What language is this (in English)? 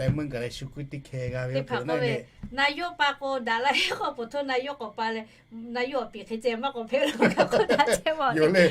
Lahu